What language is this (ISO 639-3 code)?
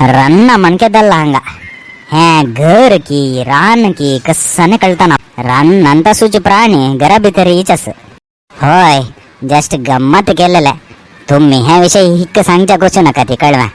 kok